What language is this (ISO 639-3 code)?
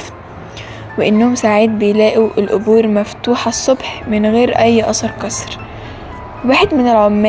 arz